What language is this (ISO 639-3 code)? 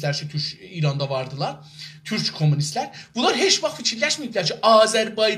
azb